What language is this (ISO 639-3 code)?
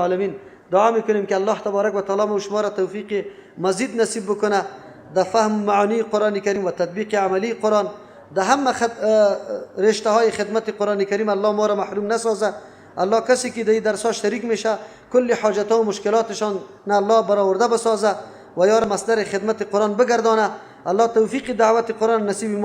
fas